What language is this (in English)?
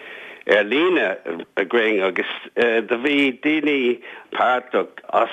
Irish